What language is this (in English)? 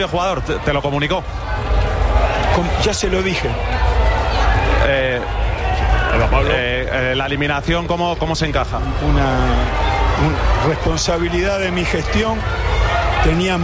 Spanish